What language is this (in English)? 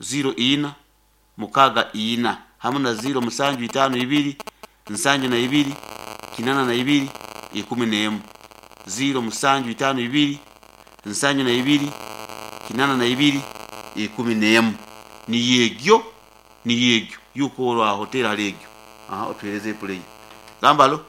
Nyankole